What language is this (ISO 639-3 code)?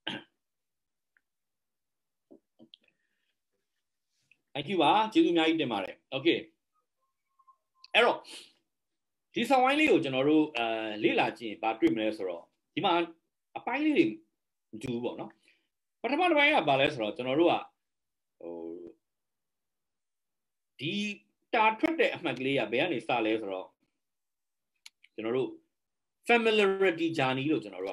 mya